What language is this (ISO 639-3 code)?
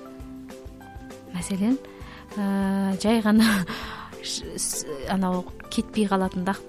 kaz